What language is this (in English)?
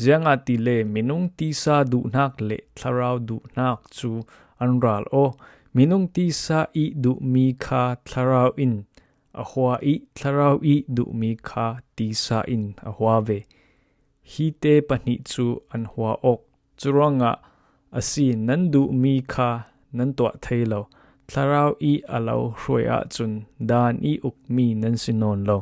Falam Chin